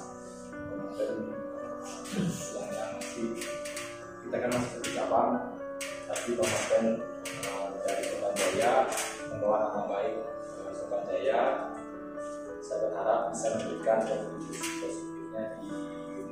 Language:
Indonesian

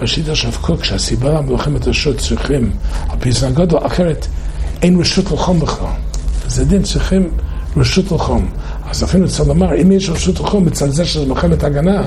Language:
Hebrew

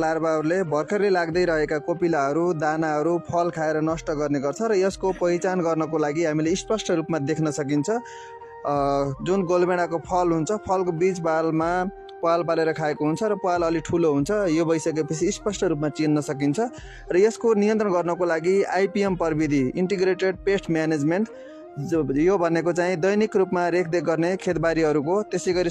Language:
Nepali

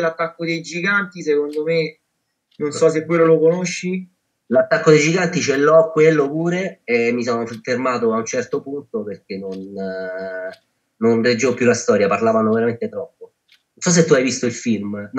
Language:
Italian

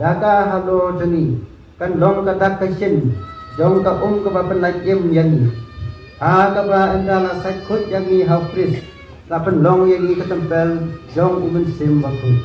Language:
Khasi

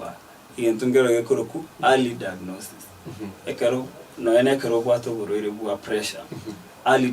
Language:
Gusii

